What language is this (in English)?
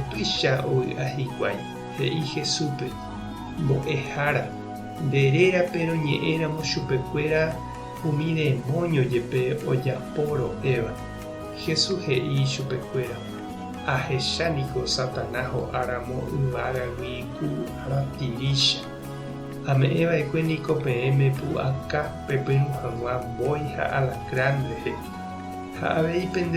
Guarani